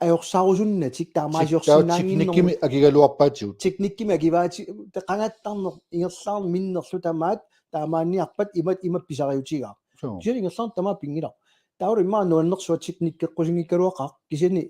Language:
Kalaallisut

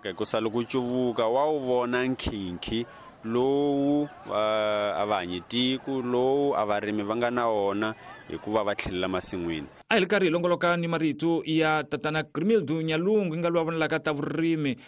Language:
Tsonga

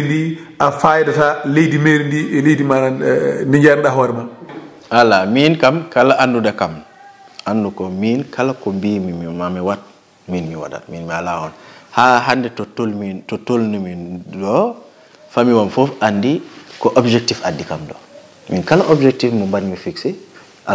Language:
Fula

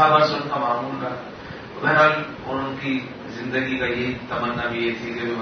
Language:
Urdu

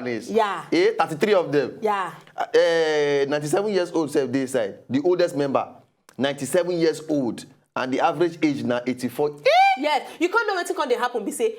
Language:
Nigerian Pidgin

